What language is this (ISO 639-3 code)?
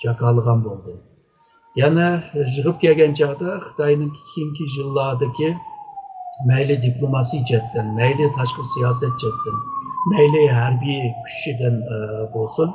uig